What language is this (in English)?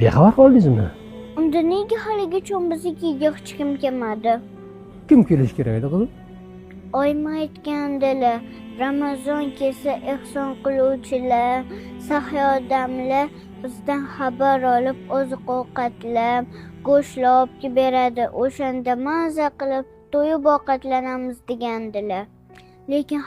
Uzbek